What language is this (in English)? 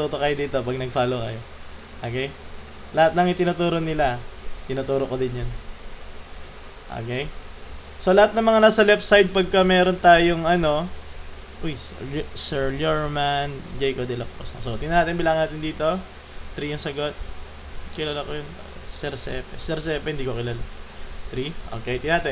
Filipino